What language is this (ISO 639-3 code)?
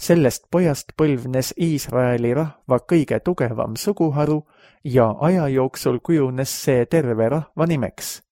est